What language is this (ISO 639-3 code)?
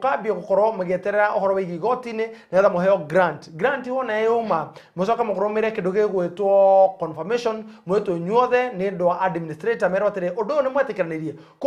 kik